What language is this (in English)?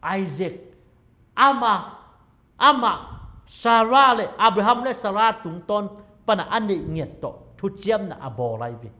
Tedim Chin